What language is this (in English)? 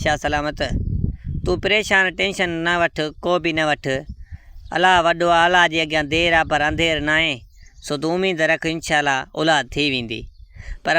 Sindhi